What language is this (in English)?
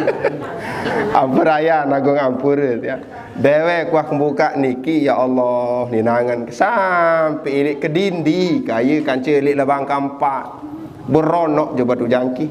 Sasak